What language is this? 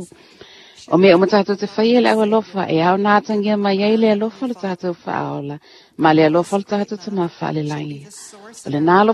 Samoan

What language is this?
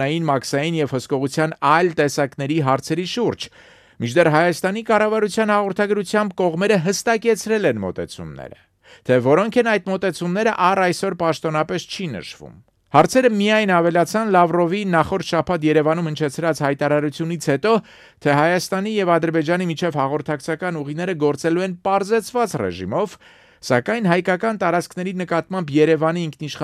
Armenian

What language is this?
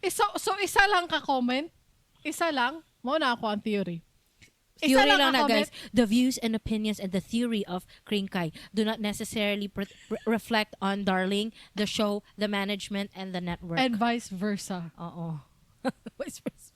Cebuano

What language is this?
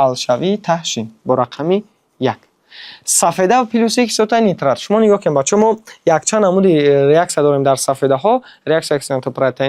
Tajik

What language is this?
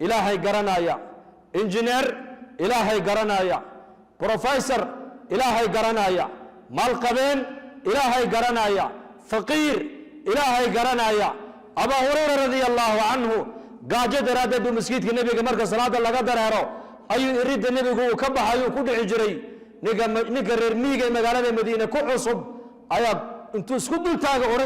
Somali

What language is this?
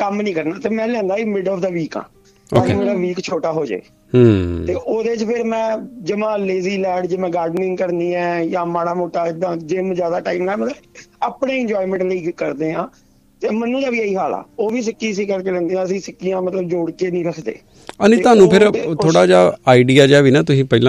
Punjabi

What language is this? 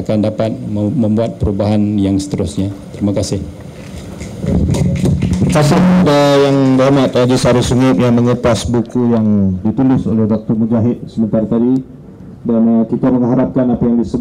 Malay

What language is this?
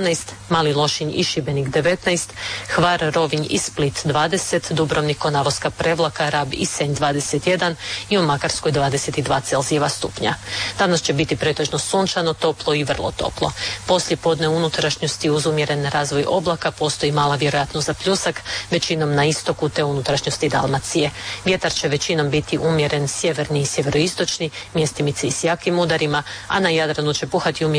Croatian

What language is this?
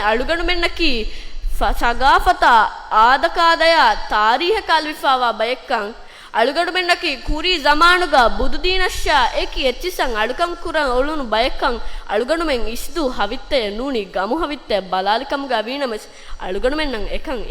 Divehi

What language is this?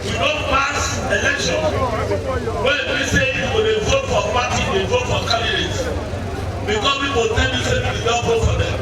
Nigerian Pidgin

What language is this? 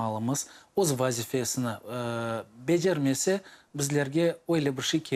Crimean Tatar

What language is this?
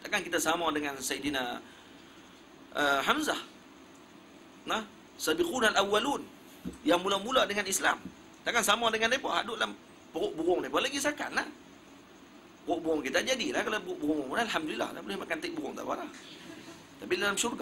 Malay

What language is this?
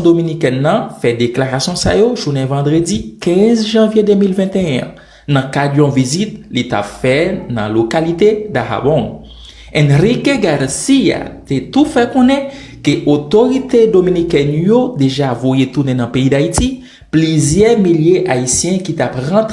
Haitian Creole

